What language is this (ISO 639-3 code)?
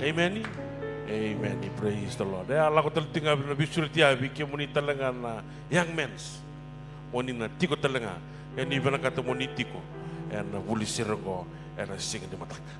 fij